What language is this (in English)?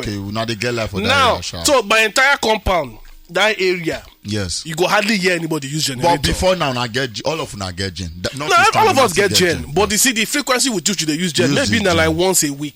Nigerian Pidgin